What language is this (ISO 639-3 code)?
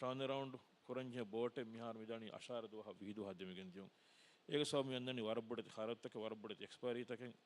div